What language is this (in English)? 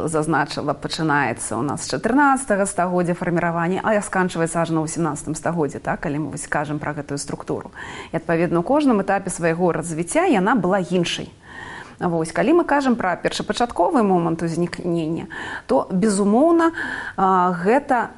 Belarusian